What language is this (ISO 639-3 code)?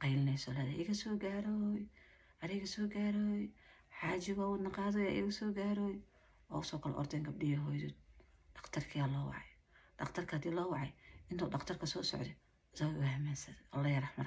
som